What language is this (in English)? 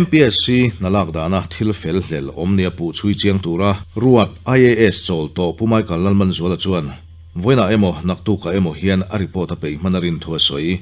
Mizo